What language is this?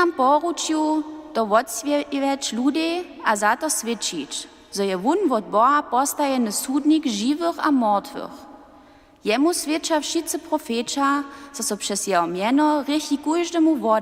Upper Sorbian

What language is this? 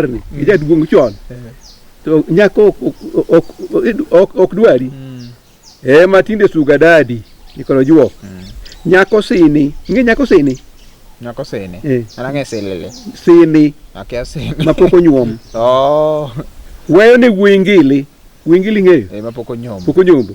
Luo (Kenya and Tanzania)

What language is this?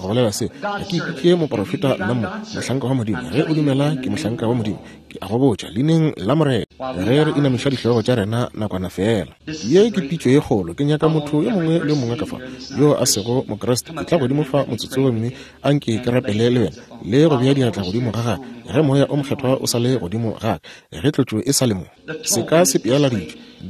Northern Sotho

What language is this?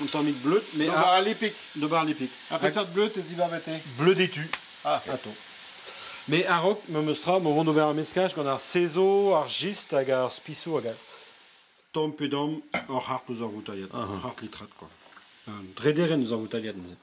Breton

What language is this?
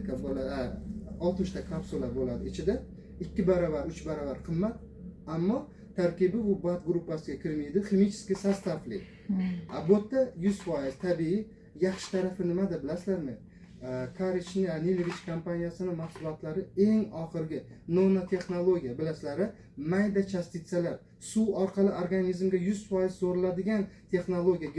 Uzbek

